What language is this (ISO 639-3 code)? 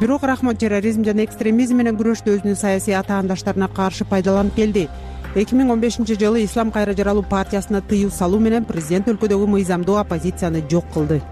kir